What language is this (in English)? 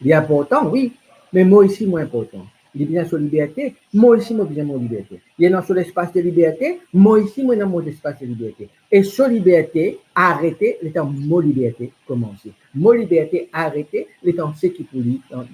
Morisyen